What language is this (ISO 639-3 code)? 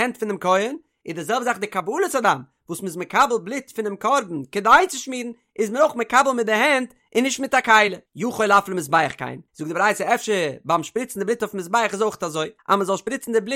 yid